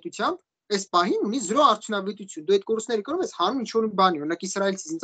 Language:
Armenian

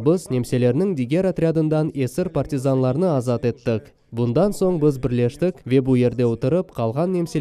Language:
Crimean Tatar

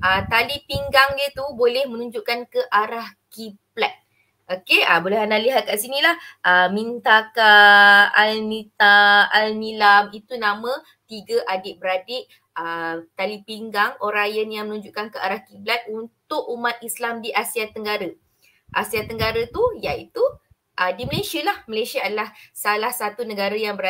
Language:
Malay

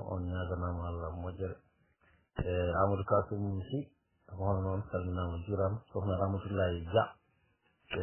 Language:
Fula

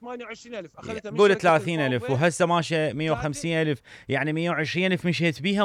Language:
Mesopotamian Arabic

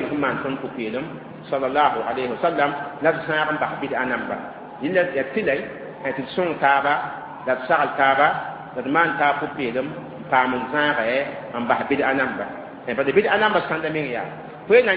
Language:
Mossi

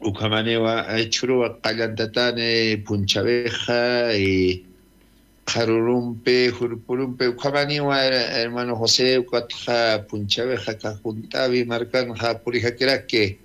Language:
Aymara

